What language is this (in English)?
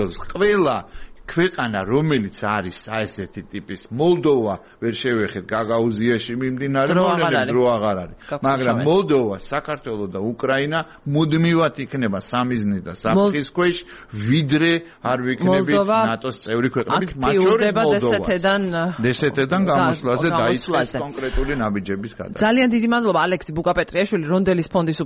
Georgian